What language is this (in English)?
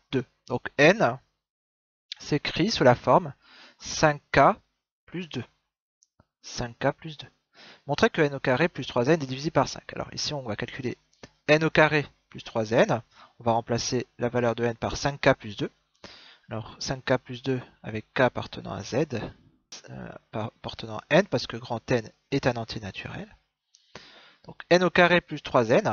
French